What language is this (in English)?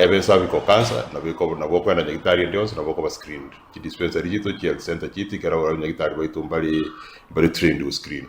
Gusii